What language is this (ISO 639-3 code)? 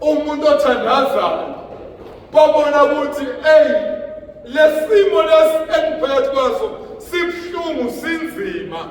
zul